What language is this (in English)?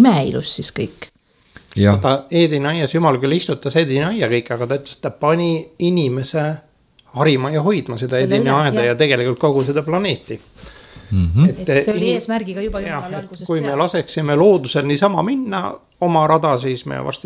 Estonian